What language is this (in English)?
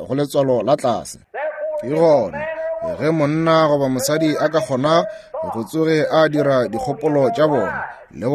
Northern Sotho